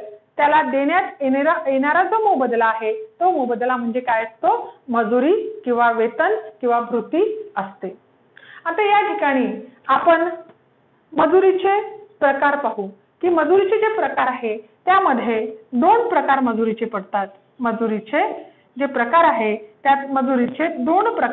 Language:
Marathi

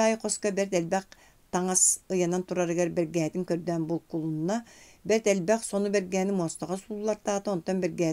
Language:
Yakut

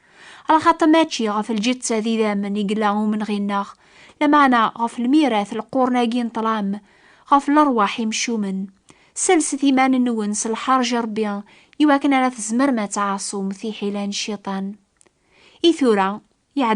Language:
Kabyle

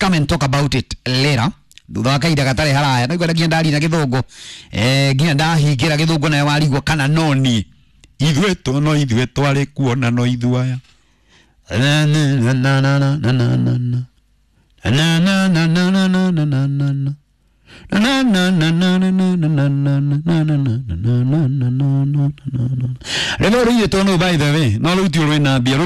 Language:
Kikuyu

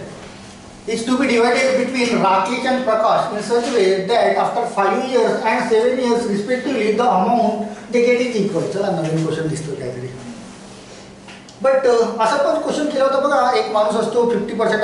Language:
Marathi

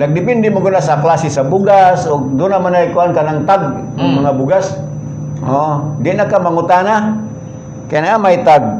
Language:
Cebuano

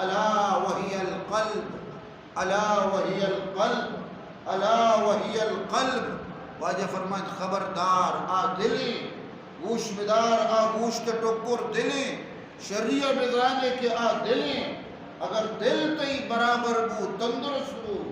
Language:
Eastern Balochi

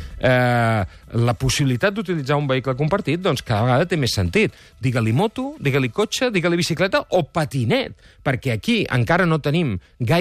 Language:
Catalan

